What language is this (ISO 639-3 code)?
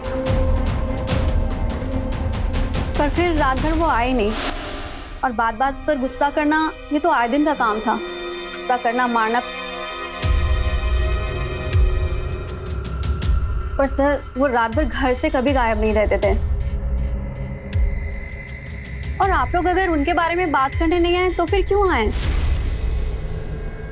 hin